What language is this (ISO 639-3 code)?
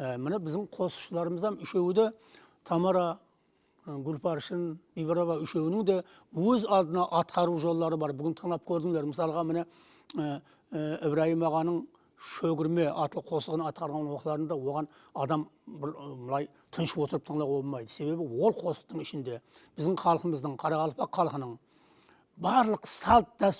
kaa